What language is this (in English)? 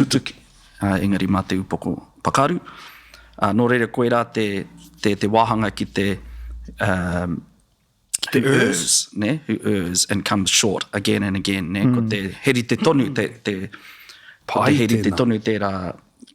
Māori